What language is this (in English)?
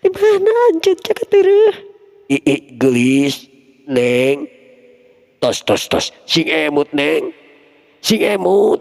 Sundanese